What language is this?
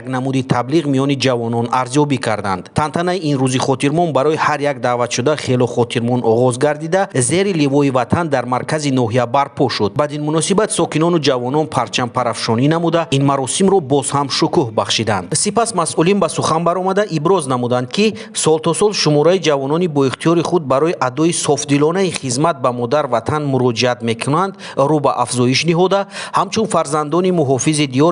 Tajik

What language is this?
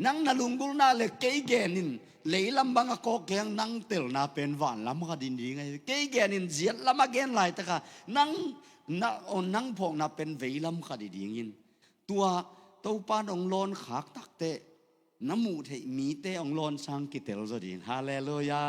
Tedim Chin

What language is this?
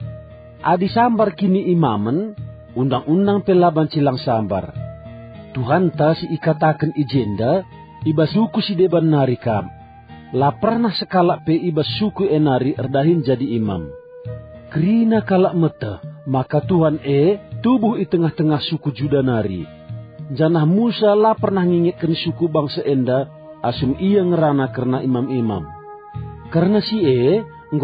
Batak Karo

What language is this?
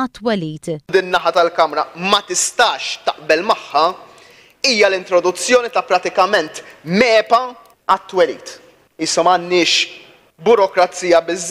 Maltese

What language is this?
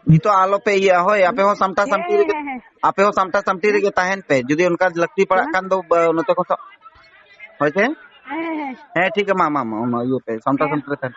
Santali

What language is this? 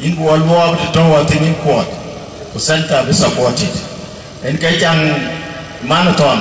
Dinka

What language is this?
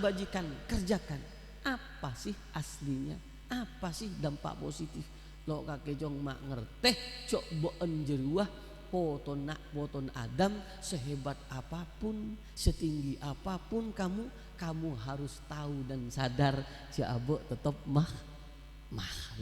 Madurese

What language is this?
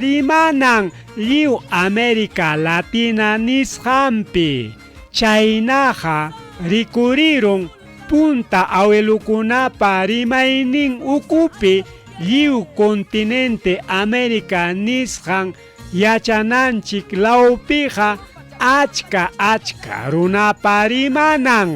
Ayacucho Quechua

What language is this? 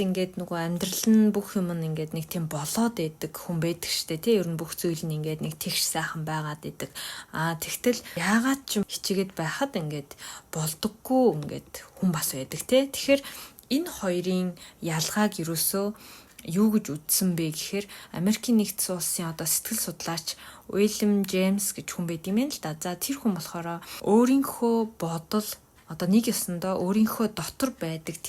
Mongolian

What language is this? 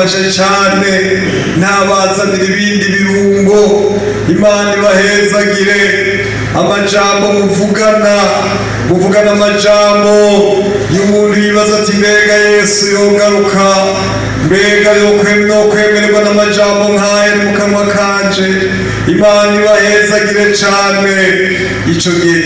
Rundi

